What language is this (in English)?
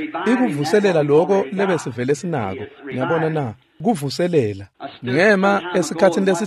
Swati